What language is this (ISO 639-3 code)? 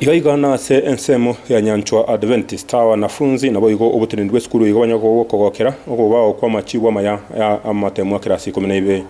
guz